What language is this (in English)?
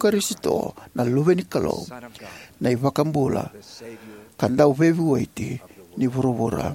Fijian